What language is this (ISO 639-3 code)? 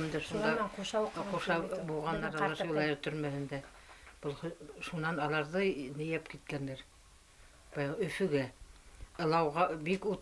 bak